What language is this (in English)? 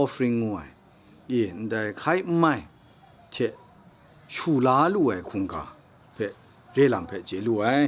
Kachin